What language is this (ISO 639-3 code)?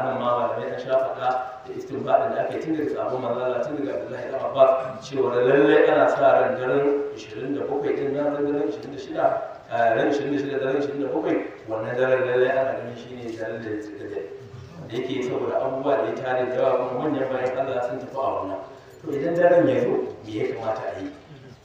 hau